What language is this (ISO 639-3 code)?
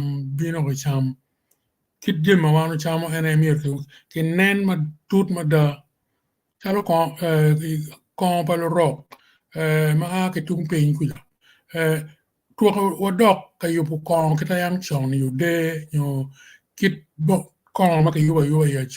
ach